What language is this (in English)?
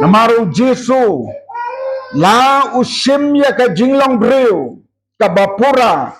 Khasi